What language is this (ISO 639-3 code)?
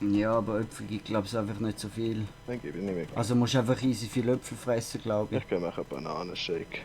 gsw